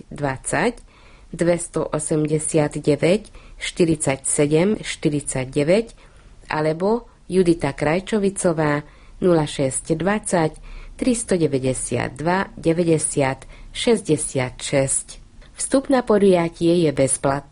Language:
Slovak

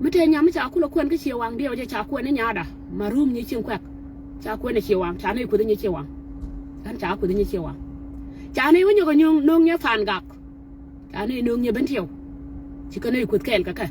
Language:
Nuer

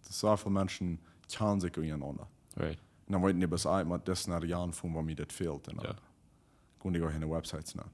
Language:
Plautdietsch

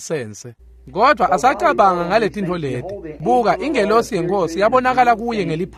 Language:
Swati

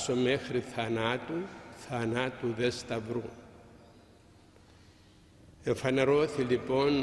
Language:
Greek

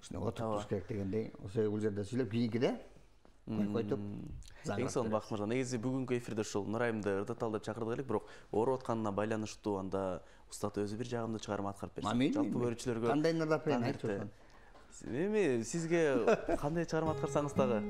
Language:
Kyrgyz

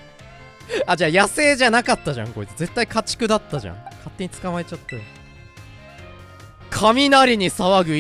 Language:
Japanese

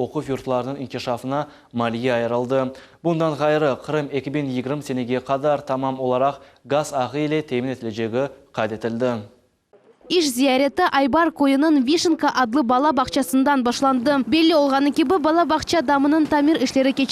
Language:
Crimean Tatar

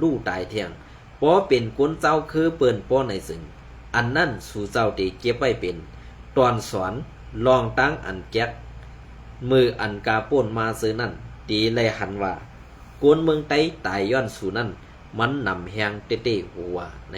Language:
Shan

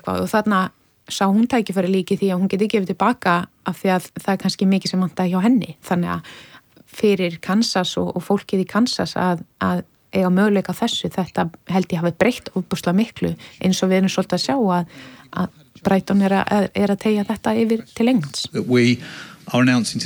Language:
Icelandic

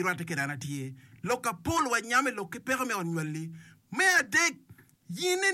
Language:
Acoli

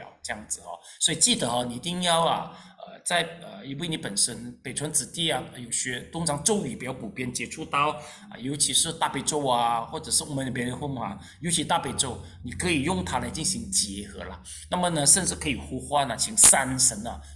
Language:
Chinese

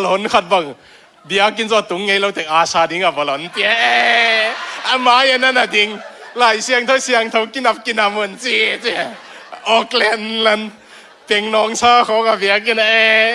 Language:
Tedim Chin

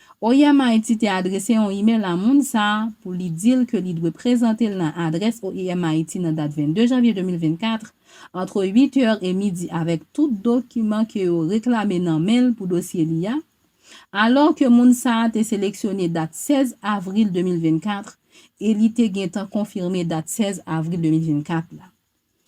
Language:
Haitian Creole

